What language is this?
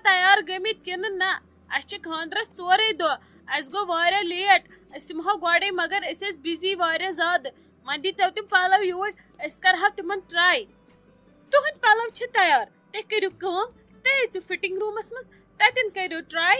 Kashmiri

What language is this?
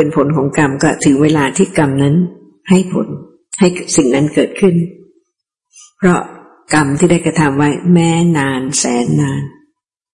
Thai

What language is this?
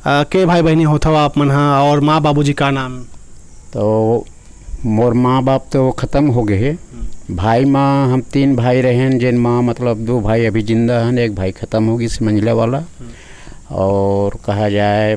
Chhattisgarhi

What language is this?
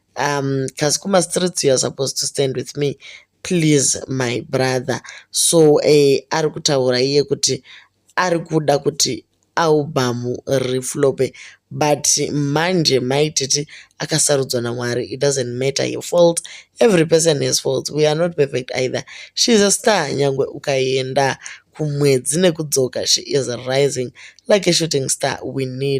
Shona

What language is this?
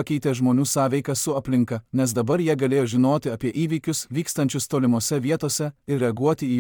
Lithuanian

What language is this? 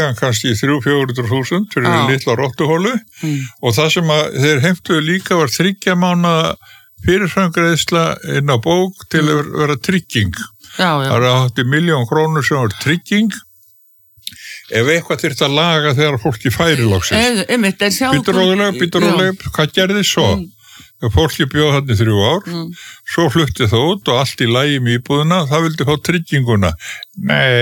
Icelandic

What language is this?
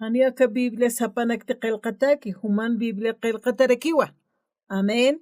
Aymara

